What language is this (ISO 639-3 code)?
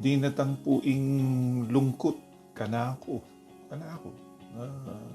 pam